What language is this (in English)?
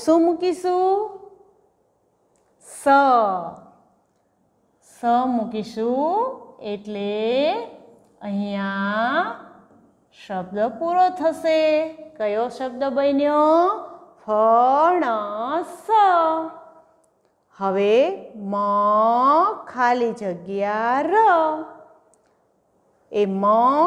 Gujarati